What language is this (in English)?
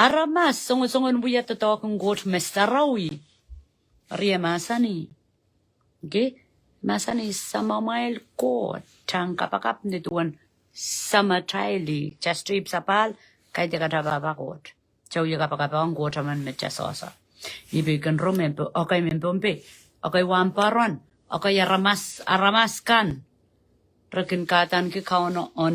Pohnpeian